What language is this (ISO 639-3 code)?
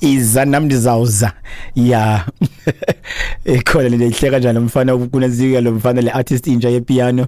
xho